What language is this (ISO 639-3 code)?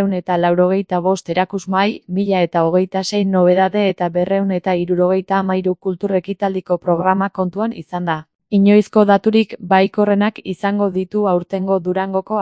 eus